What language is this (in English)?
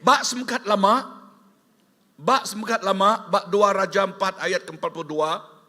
Iban